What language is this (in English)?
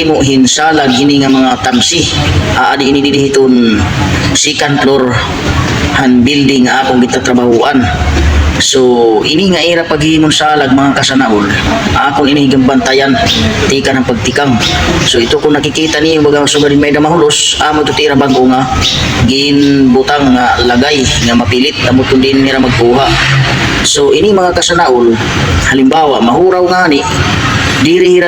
Waray